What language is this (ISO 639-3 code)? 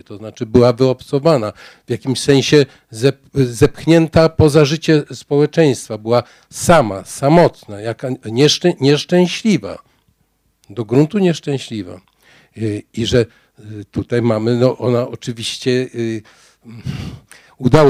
pol